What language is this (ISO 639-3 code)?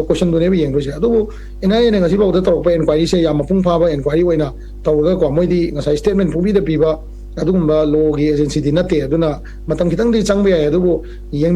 mni